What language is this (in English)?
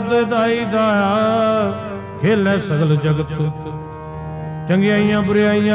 Punjabi